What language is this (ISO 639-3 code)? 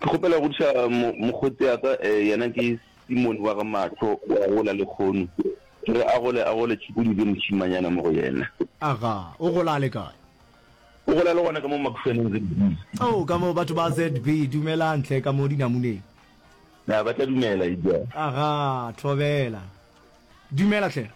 nso